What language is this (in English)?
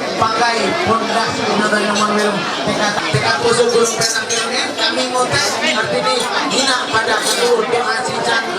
Ma'anyan